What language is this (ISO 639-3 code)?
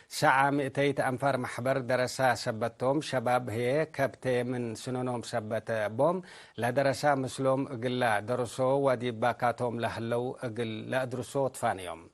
tig